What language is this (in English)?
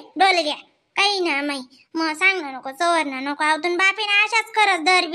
Khandesi